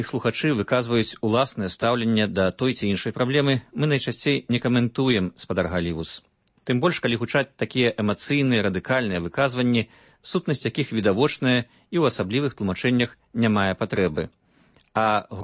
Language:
Belarusian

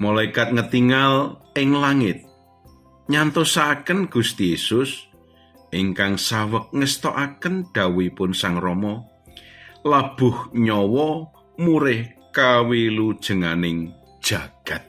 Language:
Javanese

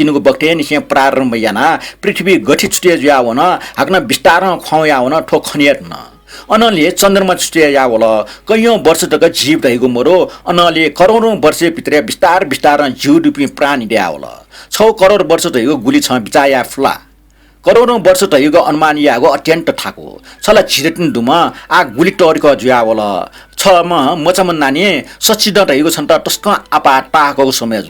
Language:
Newari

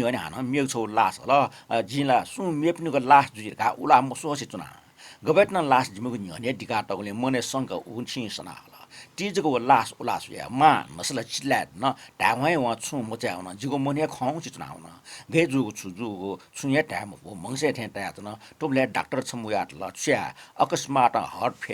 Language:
Newari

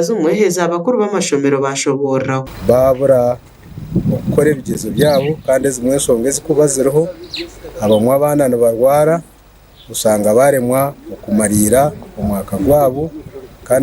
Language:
Nyankole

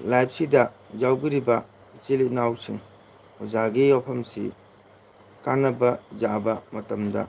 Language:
Manipuri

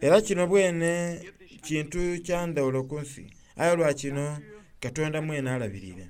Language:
Soga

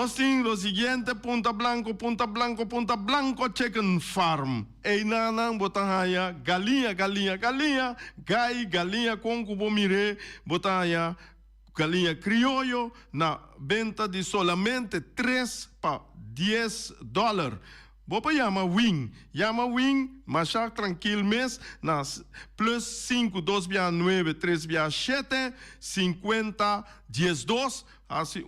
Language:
Papiamento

